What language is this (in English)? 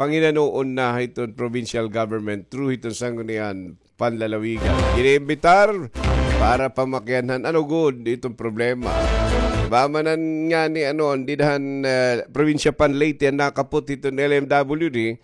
Waray